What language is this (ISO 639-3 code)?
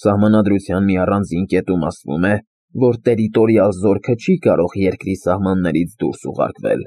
hye